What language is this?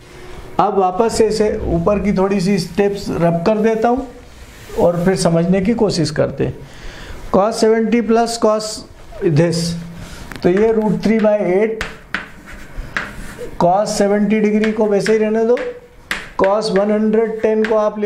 Hindi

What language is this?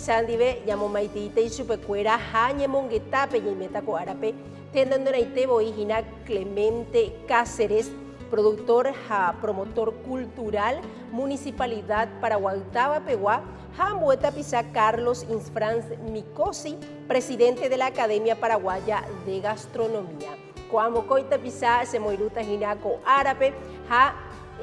Guarani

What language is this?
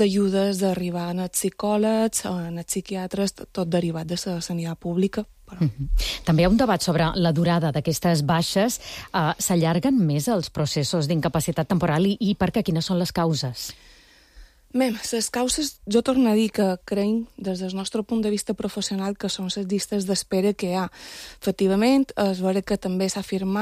Catalan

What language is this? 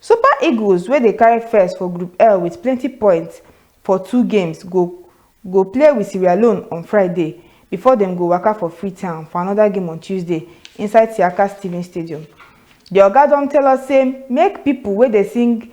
Nigerian Pidgin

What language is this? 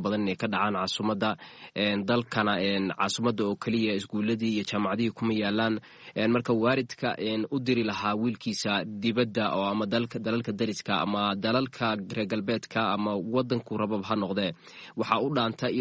Somali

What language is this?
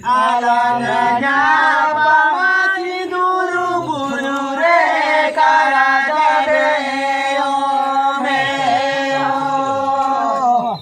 Santali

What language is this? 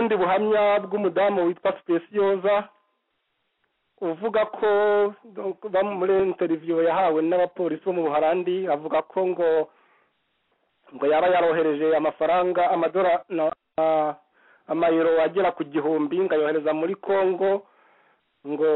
Kinyarwanda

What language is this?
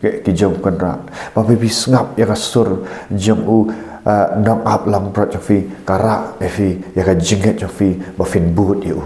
Khasi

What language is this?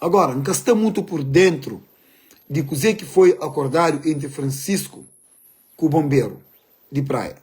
Kabuverdianu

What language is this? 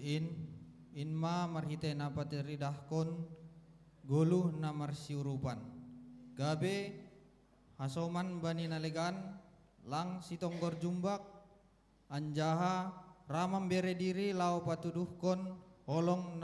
Batak Simalungun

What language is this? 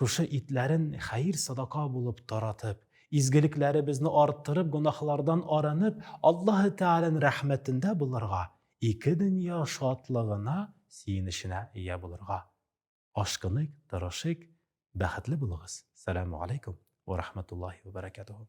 Tatar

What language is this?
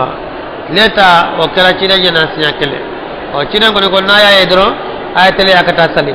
Bambara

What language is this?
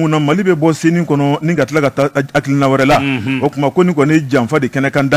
Bambara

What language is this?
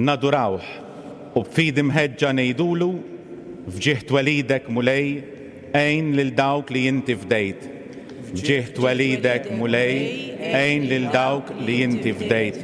Maltese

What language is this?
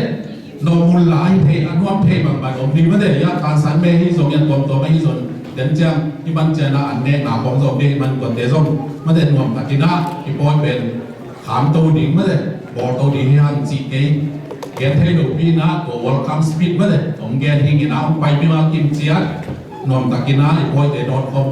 Tedim Chin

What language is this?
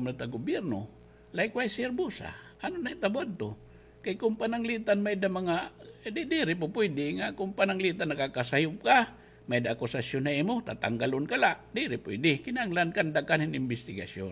Waray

